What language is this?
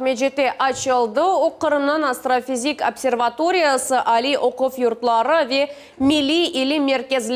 Crimean Tatar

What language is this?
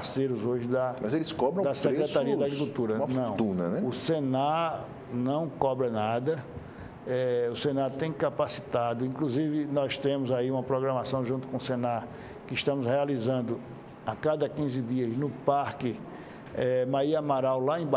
Portuguese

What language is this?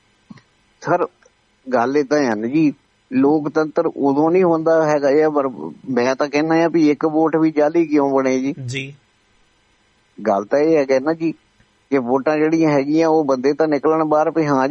Punjabi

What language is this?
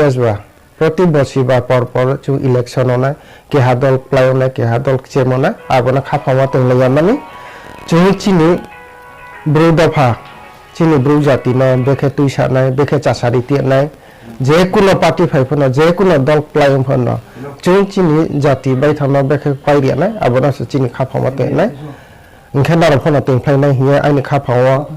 Riang (India)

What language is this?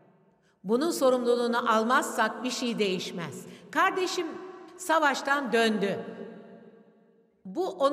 Turkish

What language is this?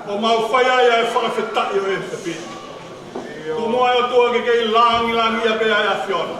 Tongan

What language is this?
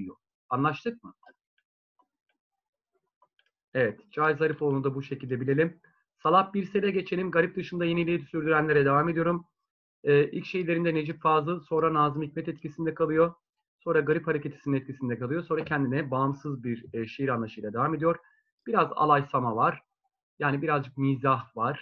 Turkish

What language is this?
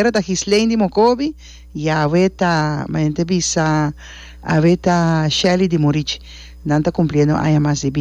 Papiamento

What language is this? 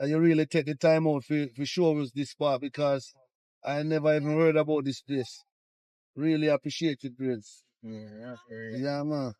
Jamaican Creole English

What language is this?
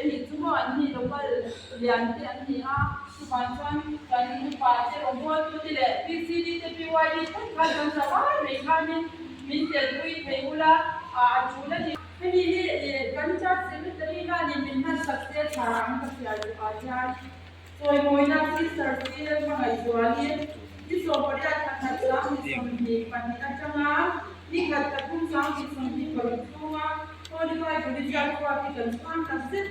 Mizo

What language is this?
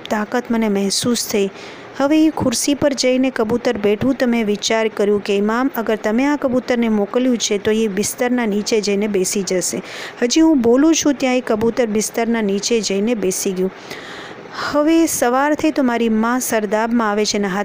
Gujarati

